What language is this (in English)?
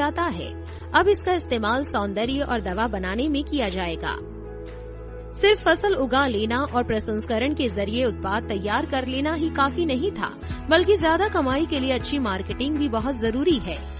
Hindi